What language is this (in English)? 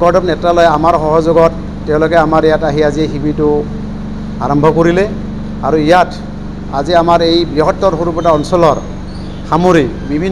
Assamese